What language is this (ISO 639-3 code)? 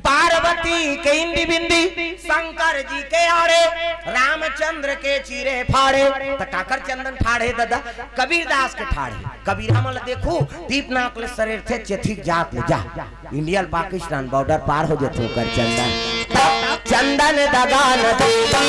hne